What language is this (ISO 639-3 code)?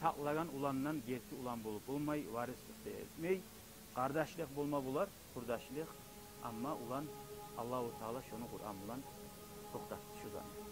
kum